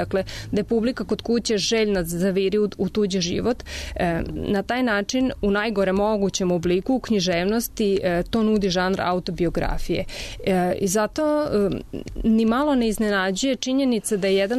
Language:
Serbian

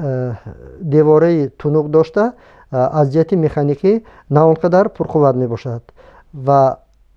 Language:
Tajik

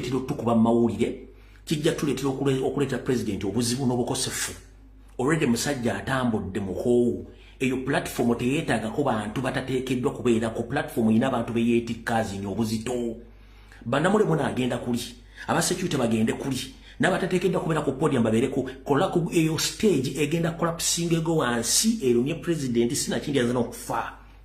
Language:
Ganda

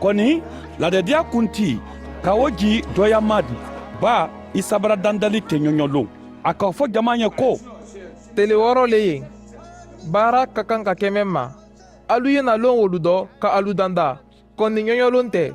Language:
Mandingo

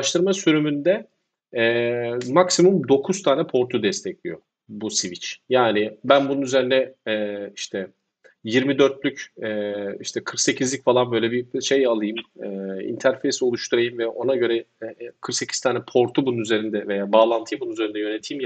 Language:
Turkish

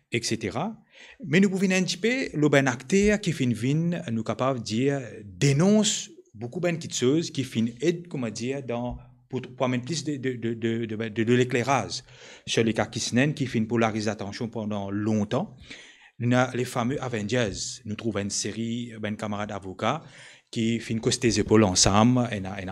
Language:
Morisyen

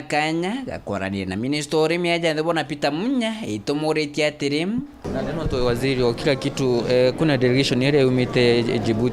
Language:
Meru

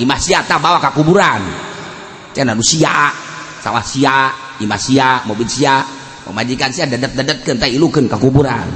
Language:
Sundanese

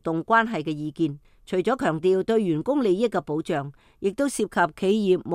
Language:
Cantonese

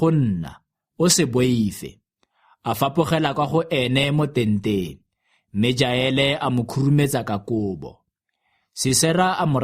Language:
Tswana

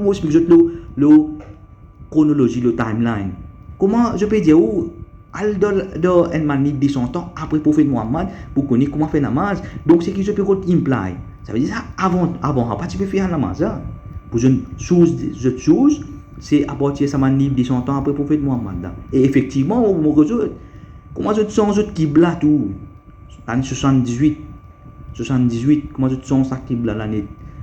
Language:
Morisyen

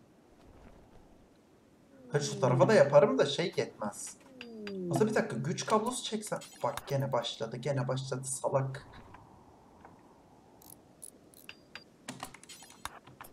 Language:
Turkish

